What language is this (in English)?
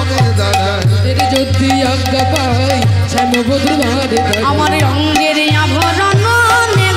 Bangla